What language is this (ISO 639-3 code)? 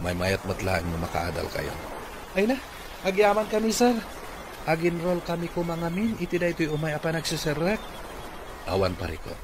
ilo